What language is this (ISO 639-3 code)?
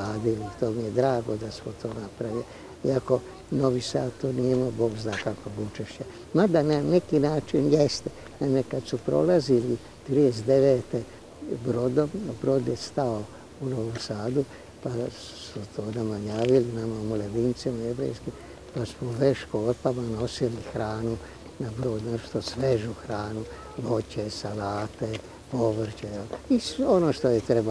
srp